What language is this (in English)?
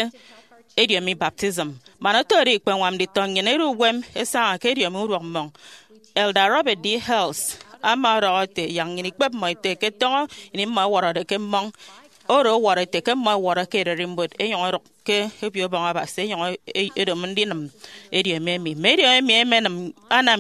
Efik